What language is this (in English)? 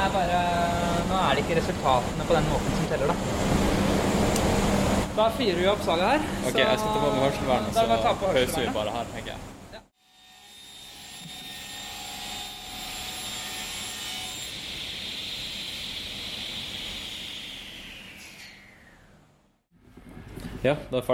Norwegian